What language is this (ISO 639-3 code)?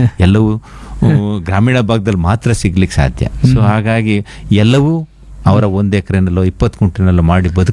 kan